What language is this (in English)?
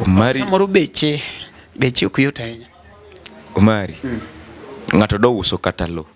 Luo (Kenya and Tanzania)